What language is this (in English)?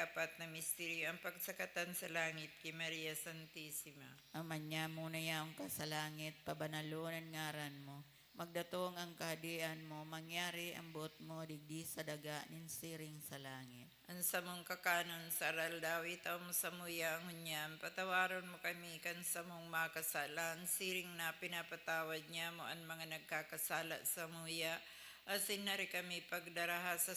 Bikol